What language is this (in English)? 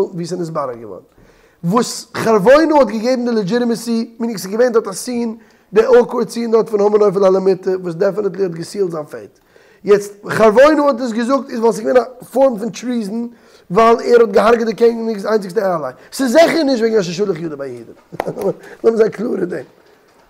Yiddish